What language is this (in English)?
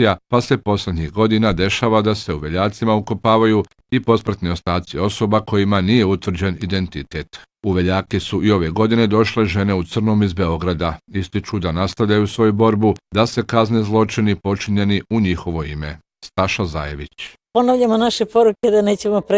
Bosnian